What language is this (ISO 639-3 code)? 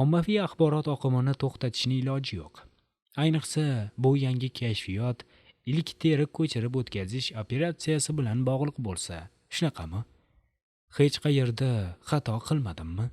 uzb